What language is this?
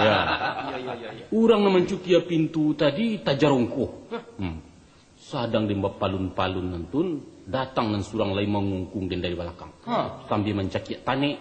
Minangkabau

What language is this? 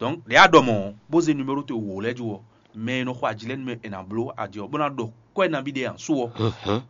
Fon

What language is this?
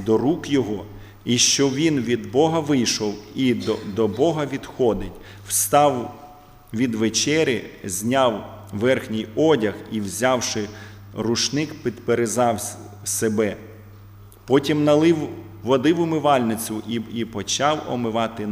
Ukrainian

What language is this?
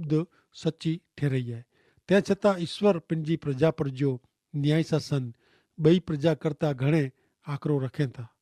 Kachhi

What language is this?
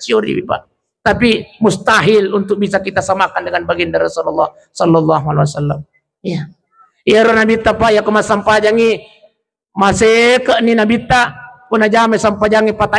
Buginese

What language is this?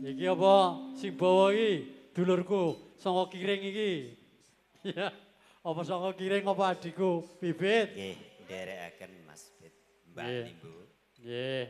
Javanese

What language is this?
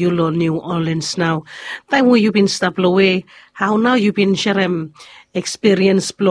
Bislama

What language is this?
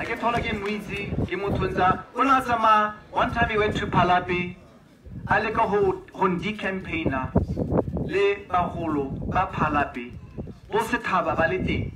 Tswana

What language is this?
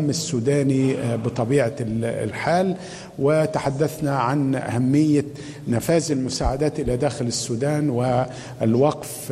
Sudanese Arabic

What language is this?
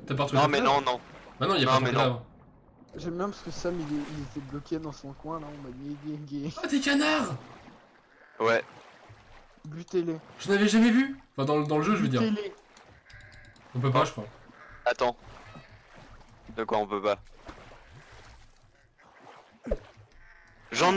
French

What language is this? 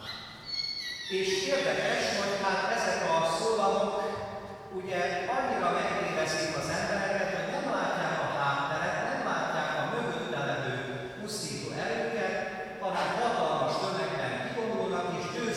Hungarian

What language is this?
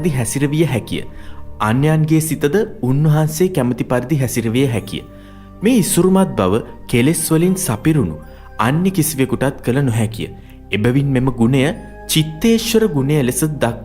Sinhala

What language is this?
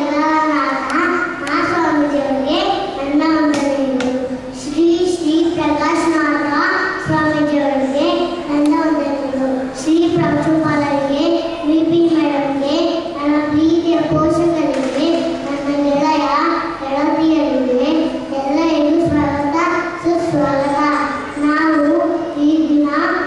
Kannada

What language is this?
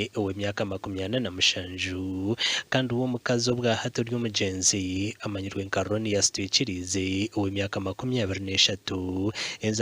Nyankole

